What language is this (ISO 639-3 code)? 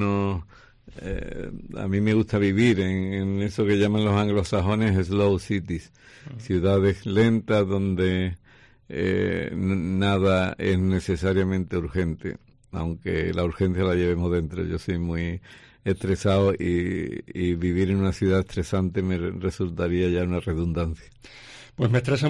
spa